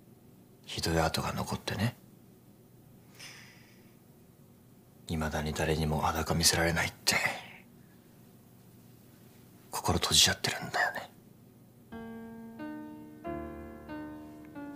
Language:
Japanese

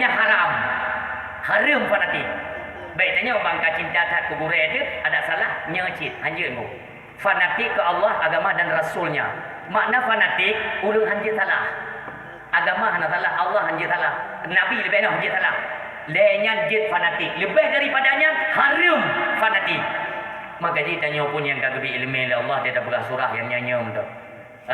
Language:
Achinese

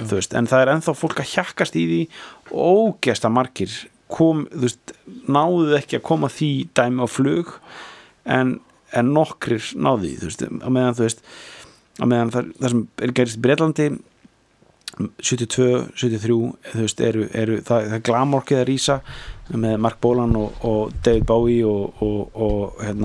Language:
Icelandic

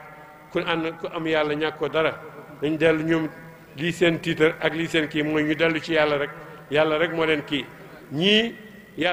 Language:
Wolof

